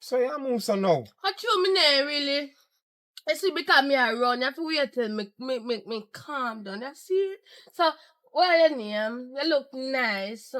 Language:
Jamaican Creole English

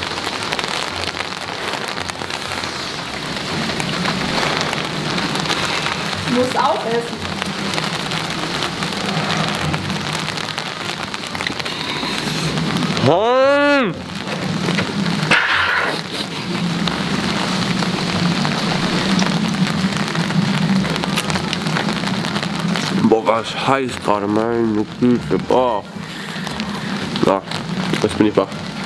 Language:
German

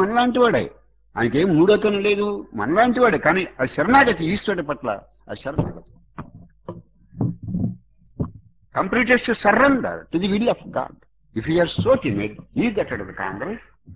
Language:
Telugu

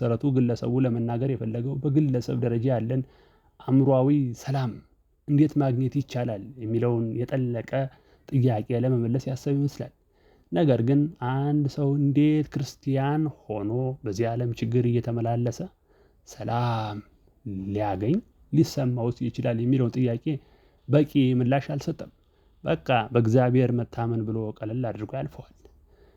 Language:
Amharic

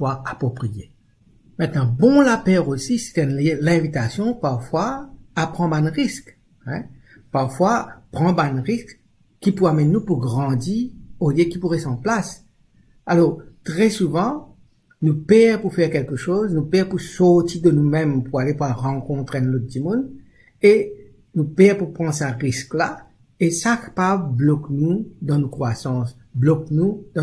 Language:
Morisyen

